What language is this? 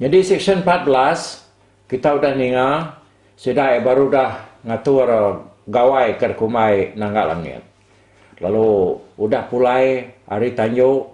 Iban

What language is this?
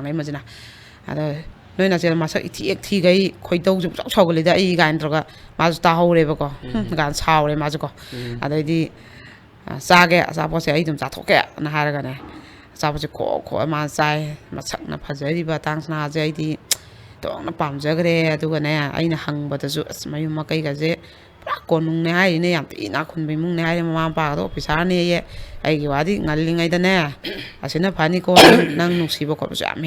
Manipuri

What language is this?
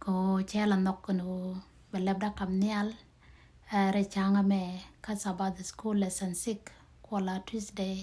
Nuer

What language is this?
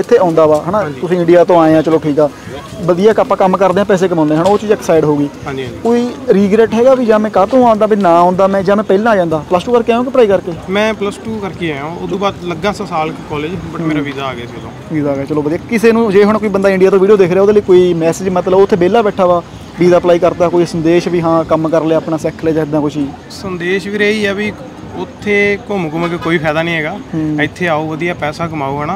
Punjabi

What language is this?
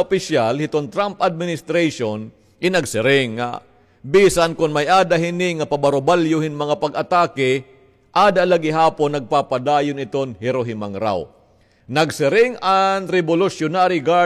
Waray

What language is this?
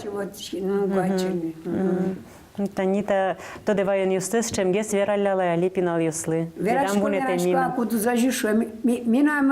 Udmurt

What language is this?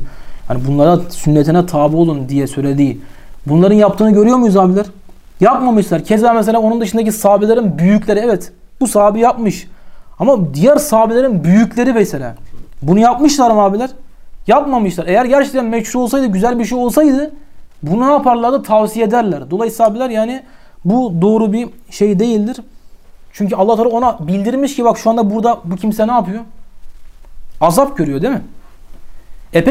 Turkish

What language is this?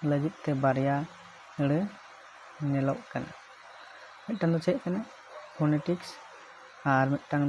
Santali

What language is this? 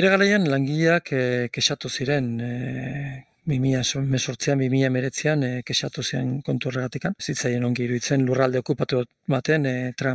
Basque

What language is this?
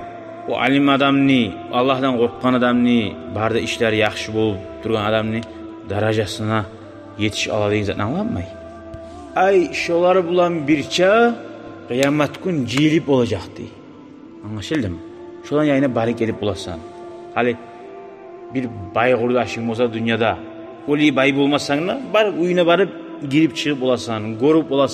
Kumyk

